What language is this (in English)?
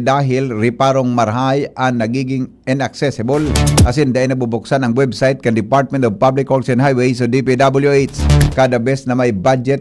Bikol